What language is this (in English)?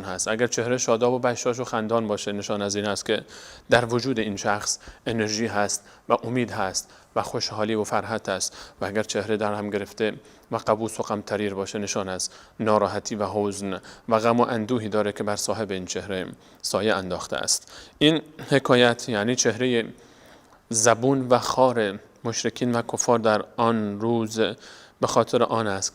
Persian